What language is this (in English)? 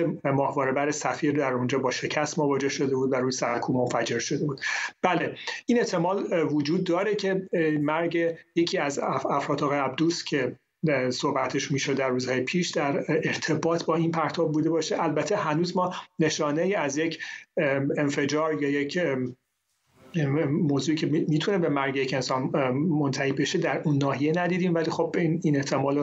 Persian